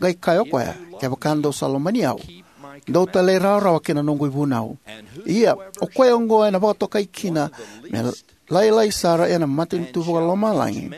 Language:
Fijian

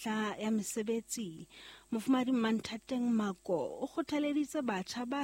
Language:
Southern Sotho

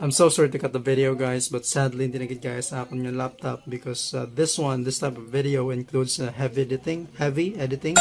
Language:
Hiligaynon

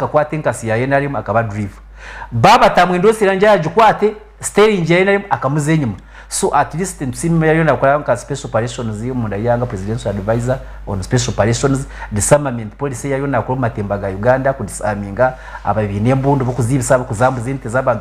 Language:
Nyankole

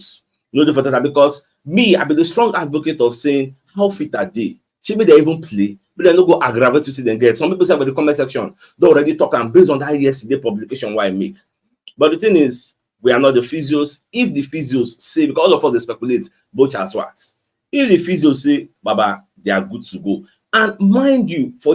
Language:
Nigerian Pidgin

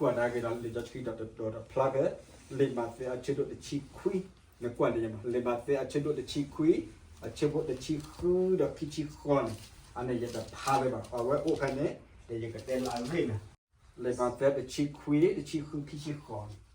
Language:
S'gaw Karen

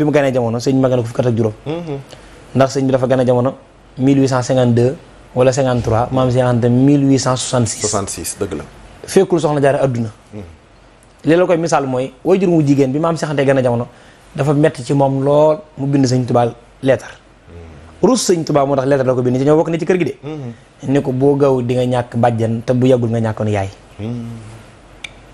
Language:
Wolof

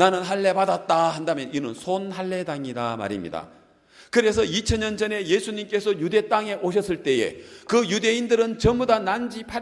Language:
Korean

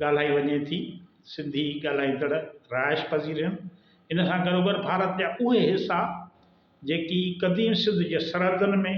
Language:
Sindhi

